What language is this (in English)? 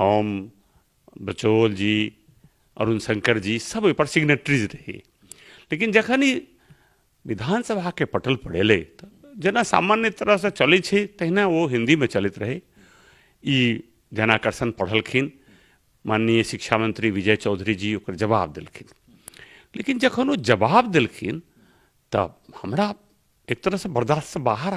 Maithili